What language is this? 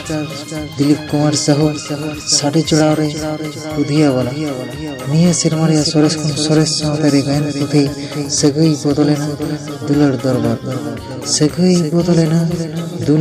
Santali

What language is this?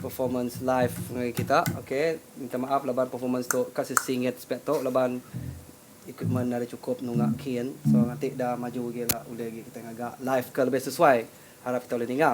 Iban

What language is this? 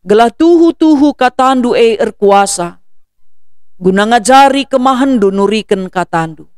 Batak Karo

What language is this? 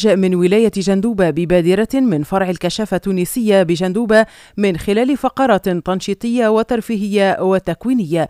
Arabic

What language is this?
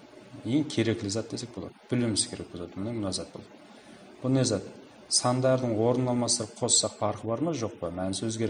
Kara-Kalpak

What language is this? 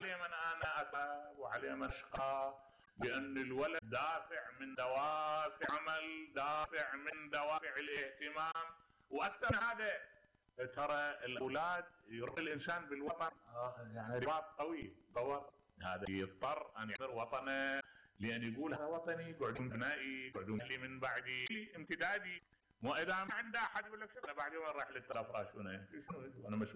Mesopotamian Arabic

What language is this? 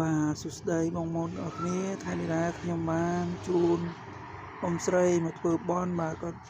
Khmer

